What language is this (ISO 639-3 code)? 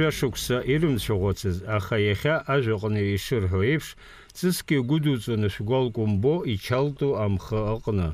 abk